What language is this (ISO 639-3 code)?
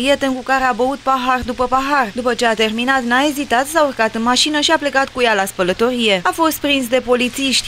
ron